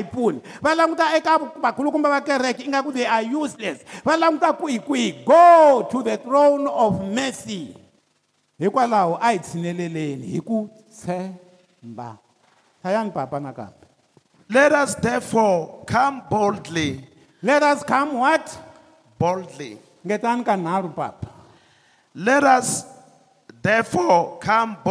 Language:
Tsonga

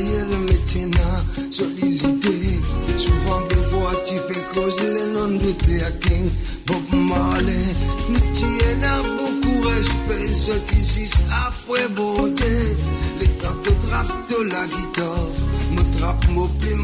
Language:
Morisyen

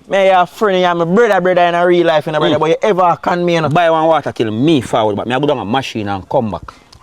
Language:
Jamaican Creole English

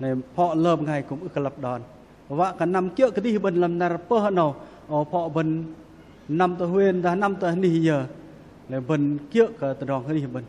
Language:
Bahnar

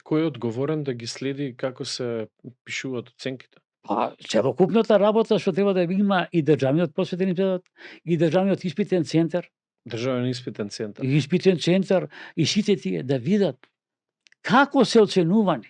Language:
Macedonian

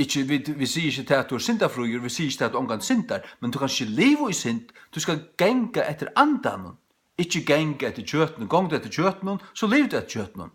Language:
Faroese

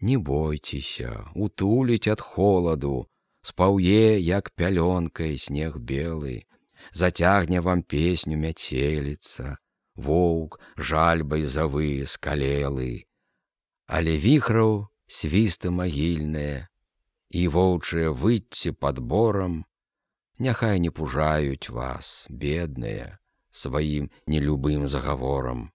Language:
Belarusian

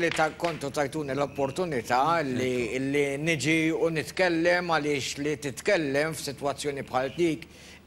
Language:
Maltese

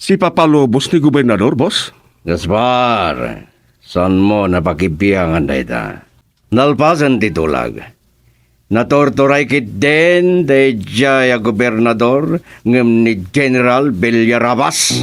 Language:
Iloko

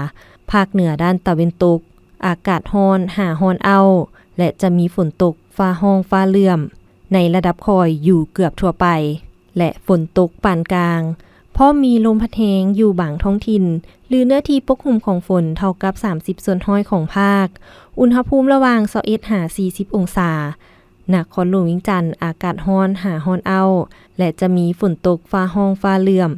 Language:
Lao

